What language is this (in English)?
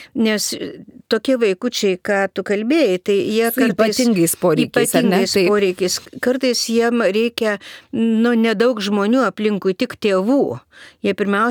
Lithuanian